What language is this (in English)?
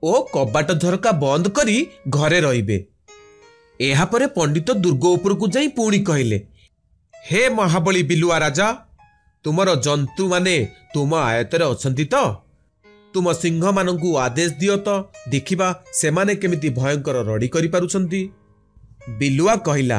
Odia